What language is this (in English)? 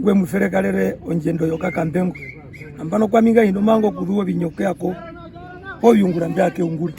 Herero